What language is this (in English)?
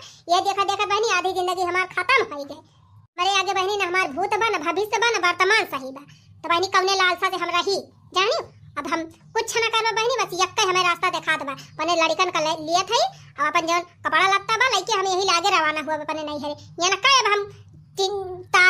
Awadhi